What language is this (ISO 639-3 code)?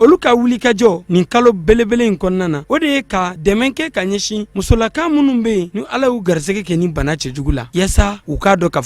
bam